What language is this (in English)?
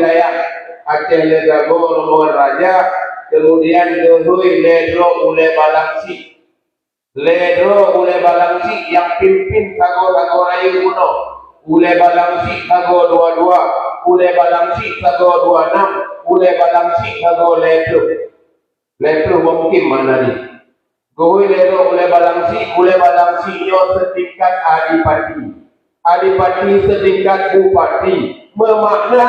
Achinese